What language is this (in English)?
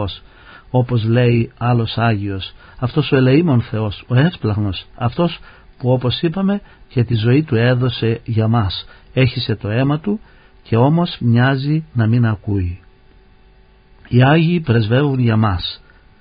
Greek